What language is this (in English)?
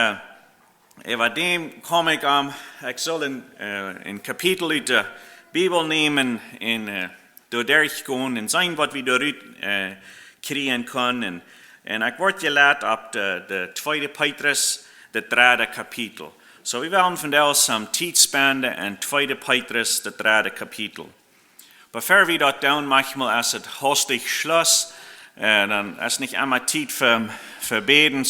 Plautdietsch